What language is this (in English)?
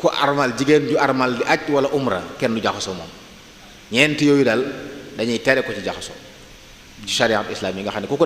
Wolof